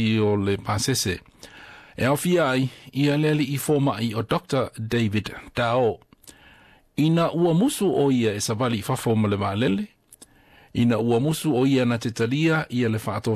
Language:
Samoan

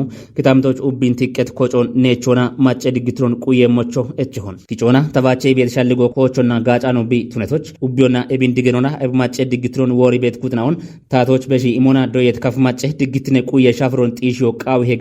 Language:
Kafa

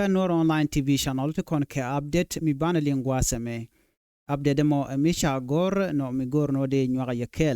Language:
Nuer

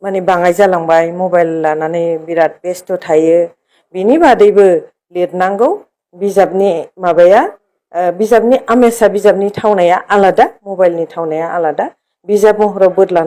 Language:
Bodo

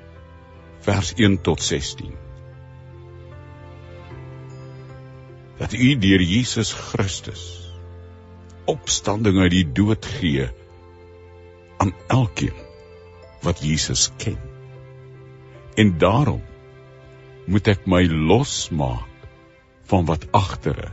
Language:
Afrikaans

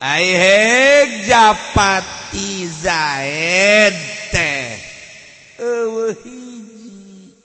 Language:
Sundanese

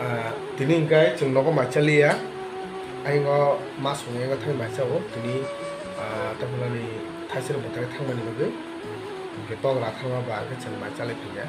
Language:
Kok Borok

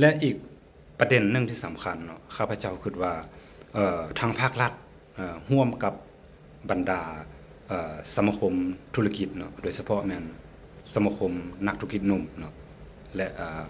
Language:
Lao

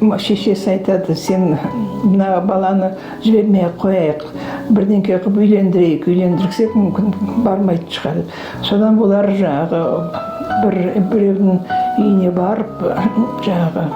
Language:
Kazakh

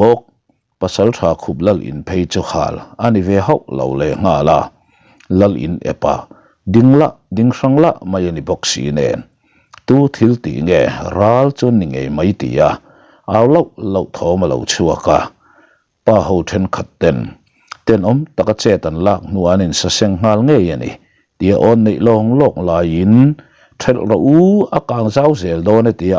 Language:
Mizo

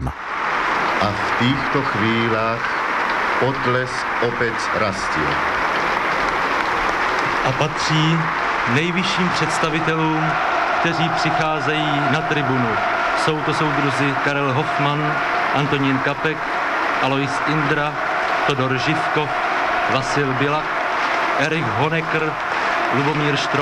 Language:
Czech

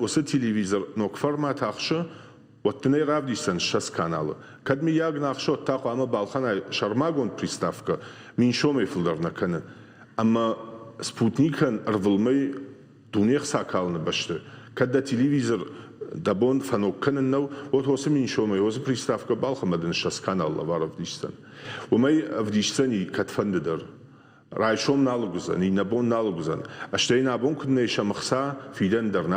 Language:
Ossetic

